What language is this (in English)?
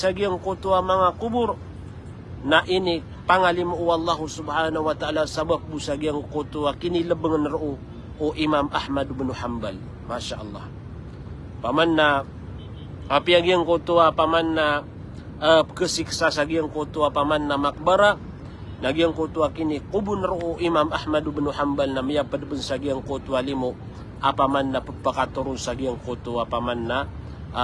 Maranao